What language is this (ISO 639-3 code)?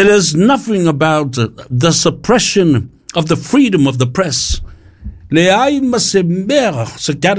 smo